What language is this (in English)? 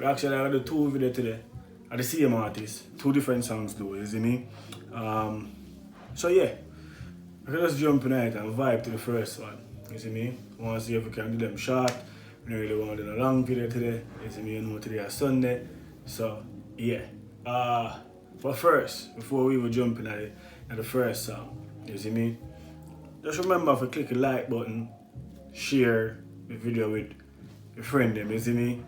Jamaican Creole English